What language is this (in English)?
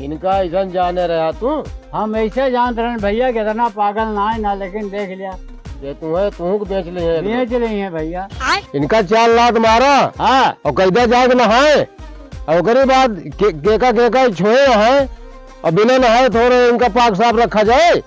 Awadhi